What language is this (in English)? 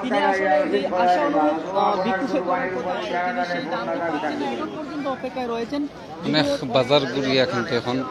Sylheti